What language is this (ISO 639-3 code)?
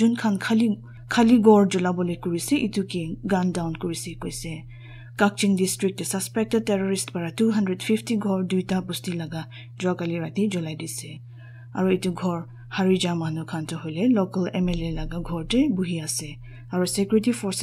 nag